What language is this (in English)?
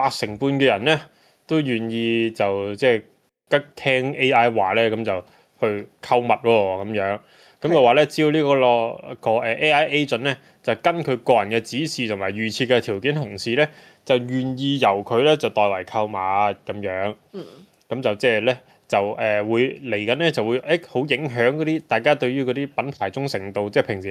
Cantonese